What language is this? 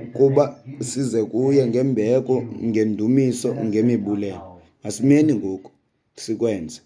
Xhosa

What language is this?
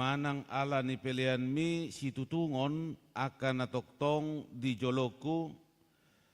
Batak Toba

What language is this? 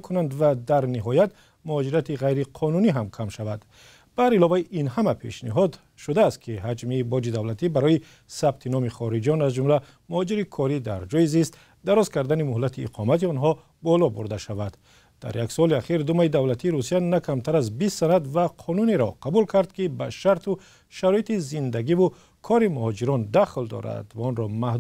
Tajik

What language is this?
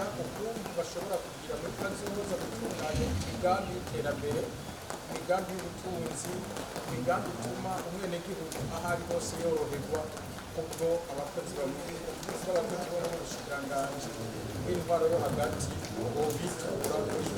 Rundi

